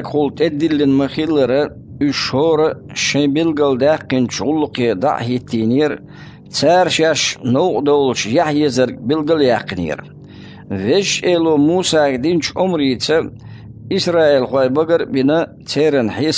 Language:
Chechen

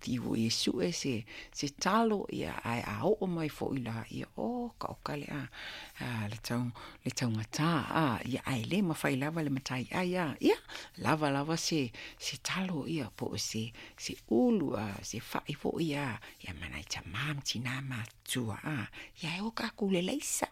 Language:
Samoan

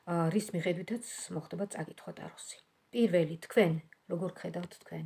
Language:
Georgian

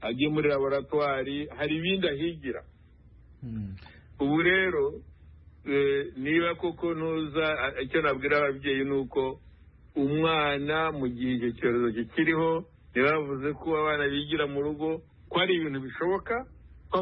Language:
Kinyarwanda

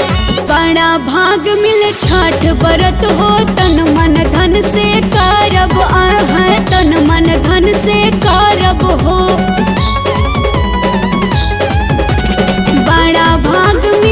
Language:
Bhojpuri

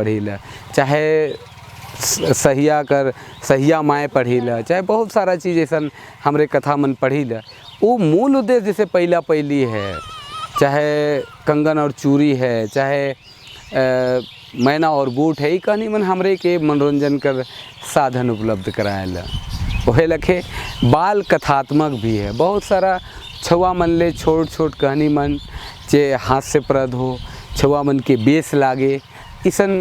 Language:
Sadri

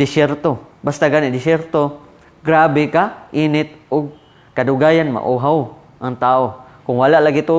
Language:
Cebuano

